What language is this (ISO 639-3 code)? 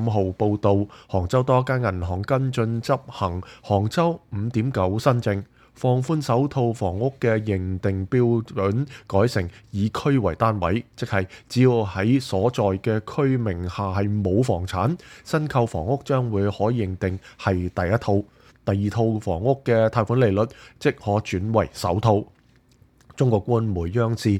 yue